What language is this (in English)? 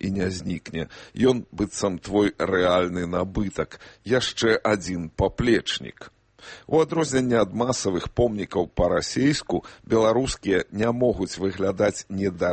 Belarusian